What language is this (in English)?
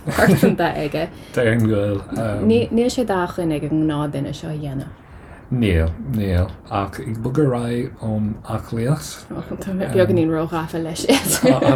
Irish